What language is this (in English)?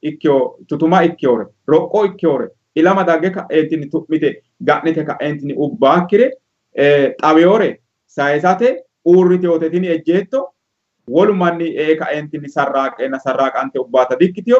Sidamo